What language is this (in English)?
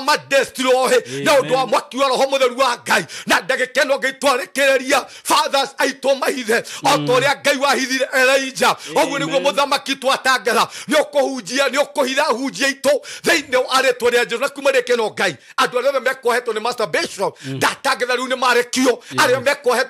Kikuyu